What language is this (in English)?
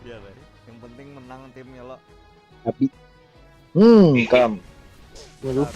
Banjar